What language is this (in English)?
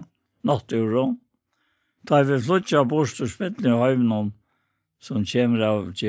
Faroese